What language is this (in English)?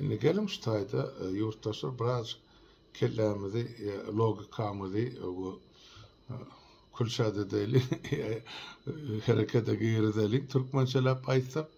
Turkmen